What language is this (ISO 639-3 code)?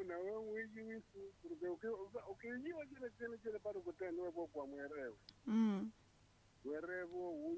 swa